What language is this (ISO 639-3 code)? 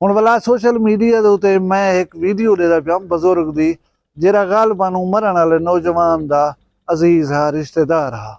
skr